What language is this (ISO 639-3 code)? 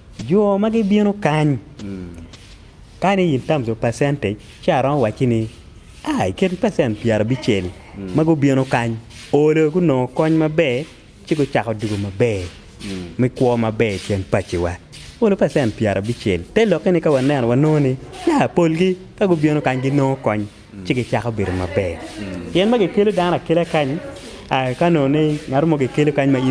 ach